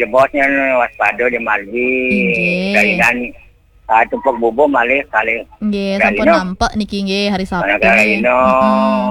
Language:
Balinese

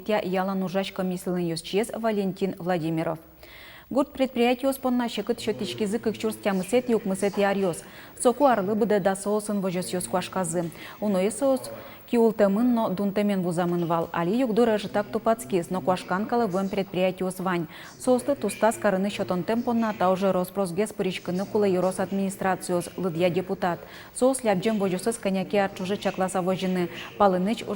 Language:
Udmurt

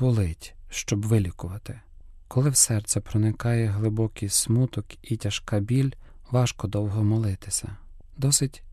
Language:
Ukrainian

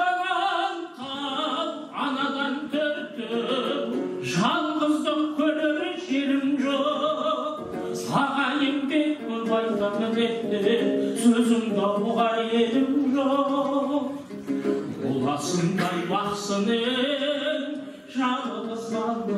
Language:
Kazakh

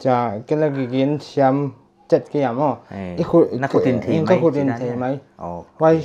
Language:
Paite Chin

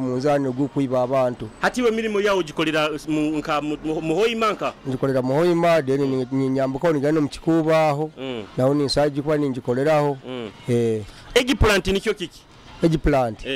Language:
Nyoro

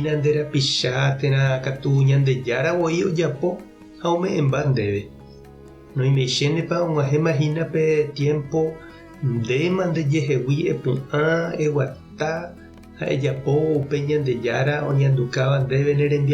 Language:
Guarani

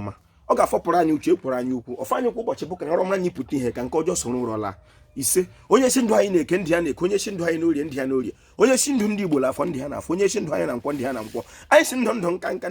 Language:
Igbo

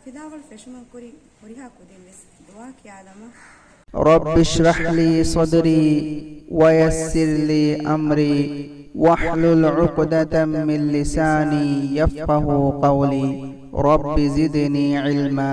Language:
Divehi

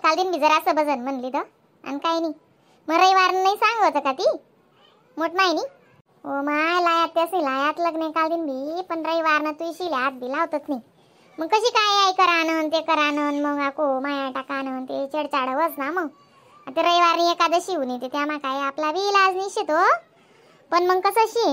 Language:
Khandesi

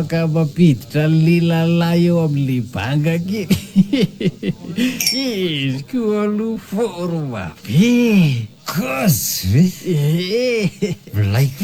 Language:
Malagasy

